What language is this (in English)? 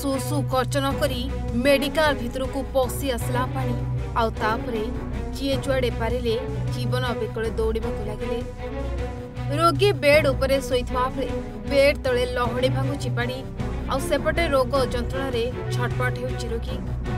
Odia